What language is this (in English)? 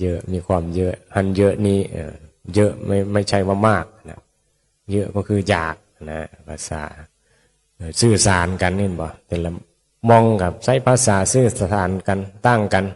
Northeastern Thai